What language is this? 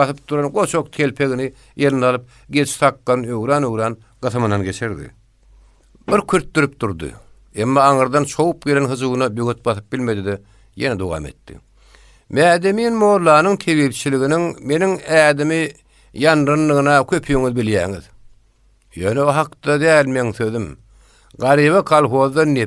Turkmen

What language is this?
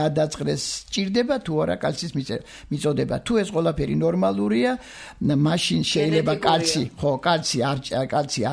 Georgian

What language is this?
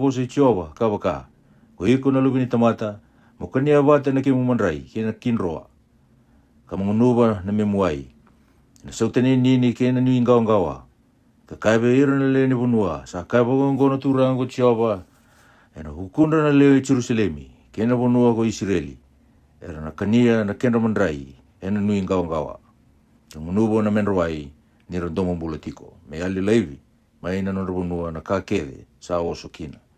Fijian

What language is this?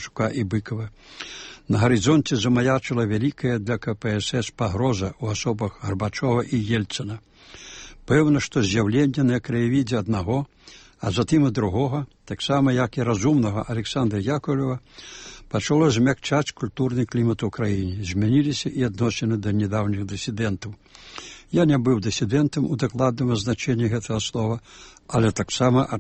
Belarusian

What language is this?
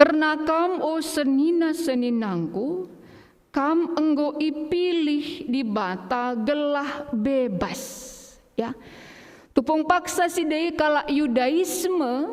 Batak Karo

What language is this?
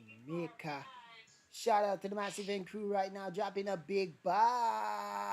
Jamaican Creole English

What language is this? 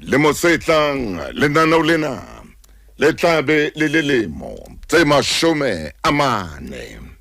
Southern Sotho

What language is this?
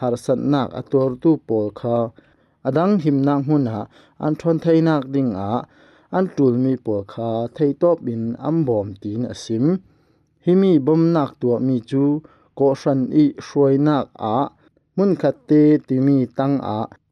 Falam Chin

